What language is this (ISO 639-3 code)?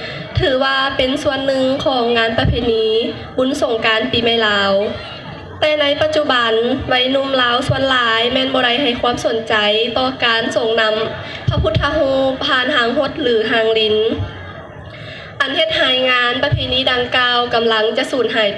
lao